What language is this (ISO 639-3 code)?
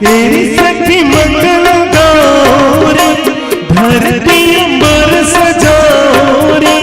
hne